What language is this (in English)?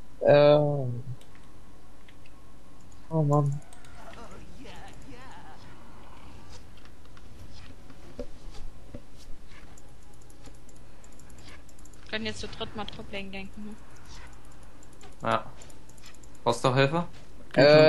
German